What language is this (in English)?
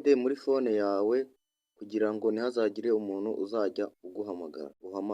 Kinyarwanda